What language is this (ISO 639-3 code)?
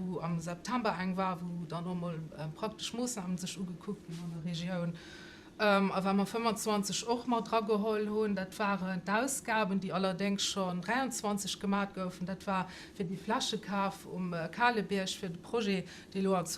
ltz